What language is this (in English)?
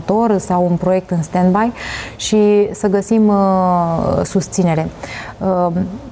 Romanian